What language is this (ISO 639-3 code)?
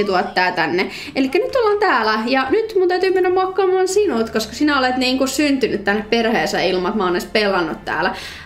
fin